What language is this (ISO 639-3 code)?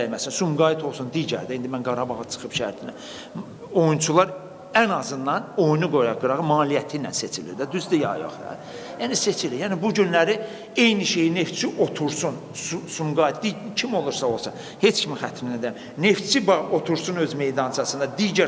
aze